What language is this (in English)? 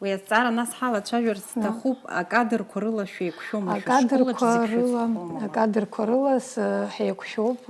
Abkhazian